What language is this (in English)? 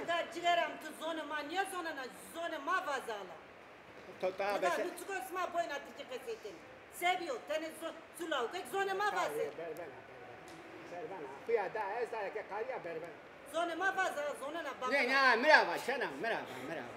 Zaza